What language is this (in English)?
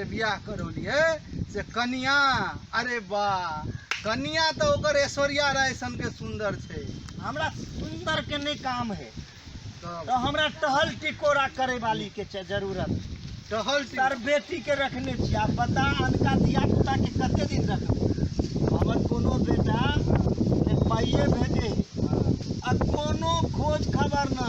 Maithili